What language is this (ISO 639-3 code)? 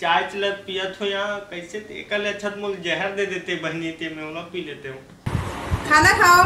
hne